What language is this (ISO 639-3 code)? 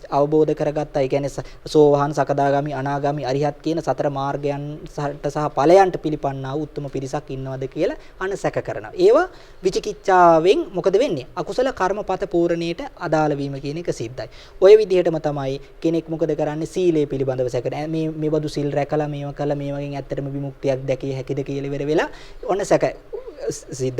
sin